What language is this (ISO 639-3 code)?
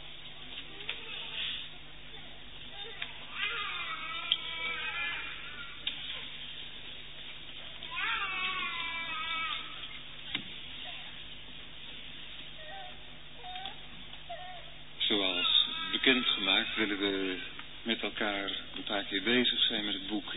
nld